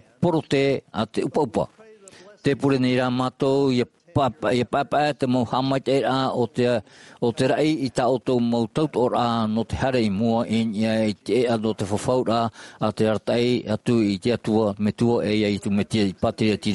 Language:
Tahitian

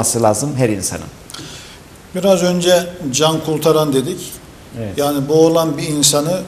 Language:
Turkish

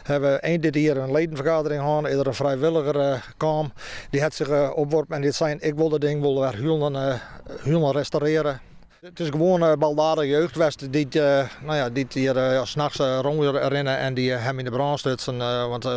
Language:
Western Frisian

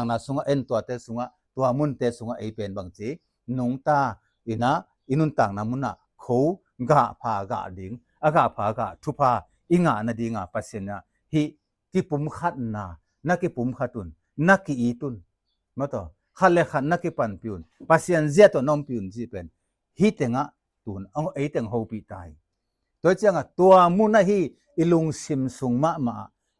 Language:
Tedim Chin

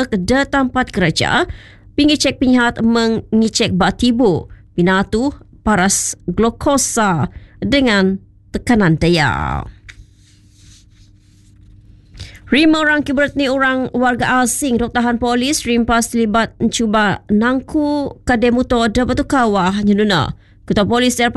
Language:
Malay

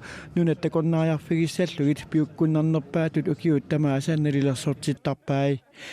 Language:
Kalaallisut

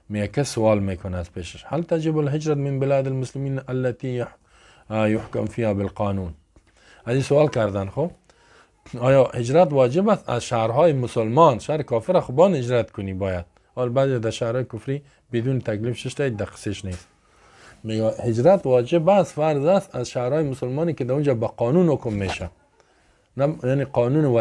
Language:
Persian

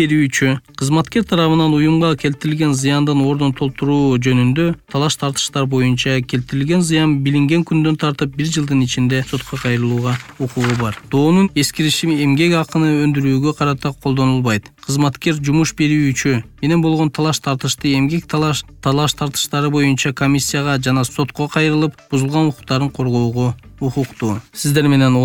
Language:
Kyrgyz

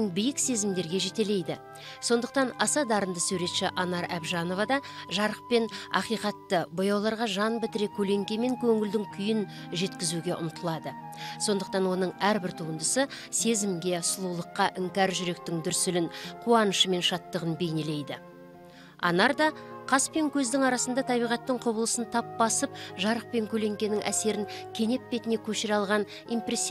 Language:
Kazakh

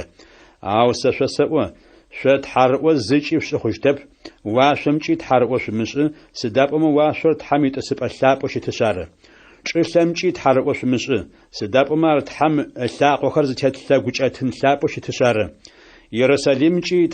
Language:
Adyghe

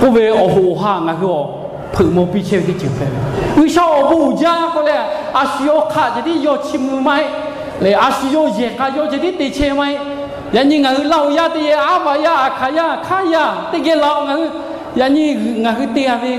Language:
Lahu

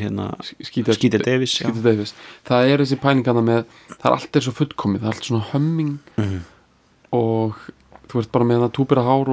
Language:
Icelandic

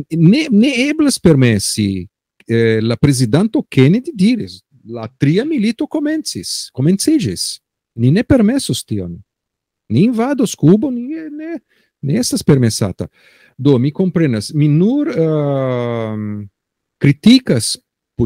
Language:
Esperanto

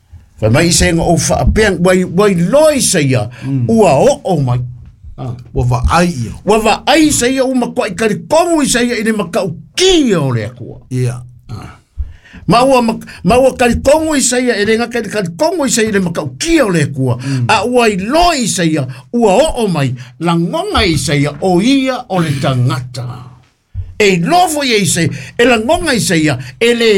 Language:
Samoan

